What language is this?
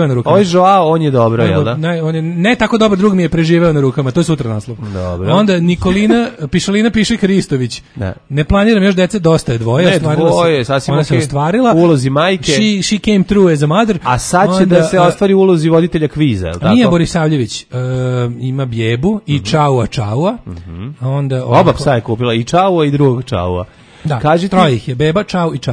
Serbian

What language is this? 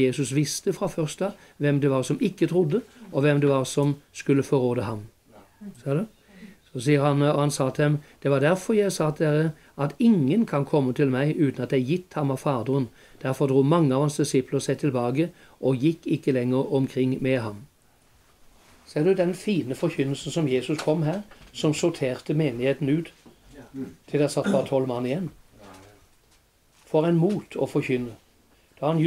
Norwegian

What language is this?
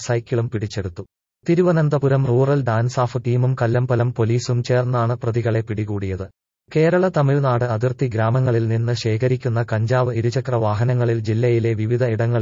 Malayalam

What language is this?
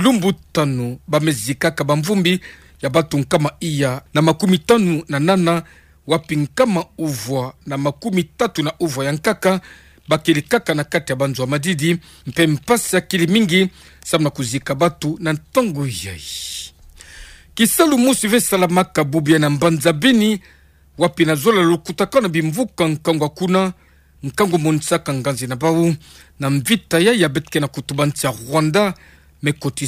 Kituba (Democratic Republic of Congo)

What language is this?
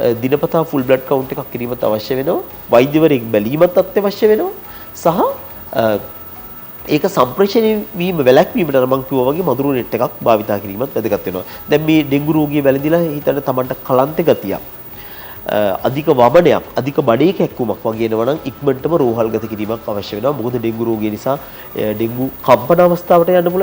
Sinhala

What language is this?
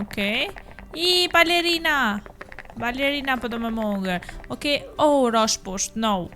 Albanian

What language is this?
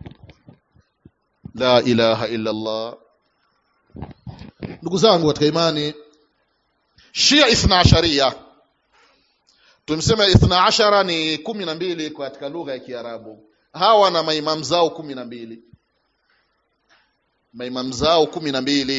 Swahili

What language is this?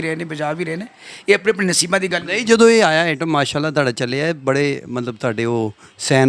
Punjabi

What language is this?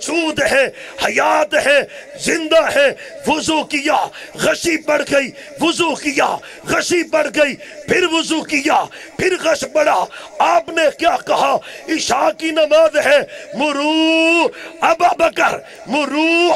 Urdu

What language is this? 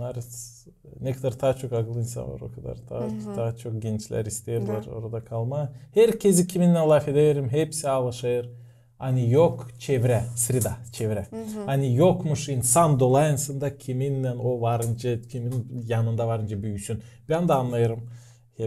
Gagauz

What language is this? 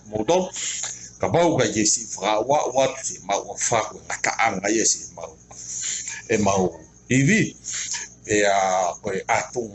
Tongan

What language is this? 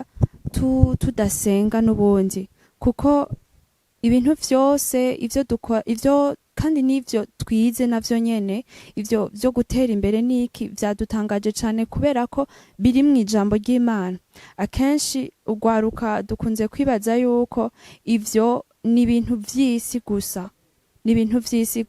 Rundi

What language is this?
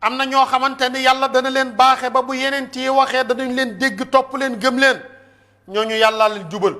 Wolof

